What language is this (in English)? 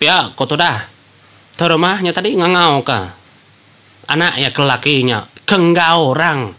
Iban